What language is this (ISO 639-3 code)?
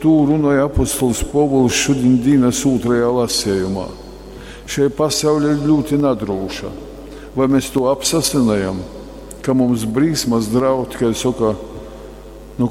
ltg